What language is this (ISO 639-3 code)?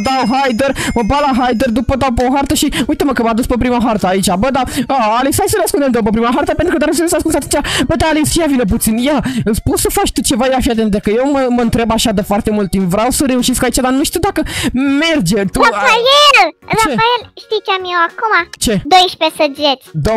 ron